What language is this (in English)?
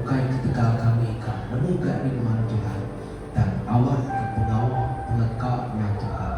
Iban